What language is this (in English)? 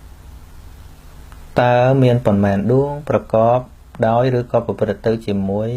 Khmer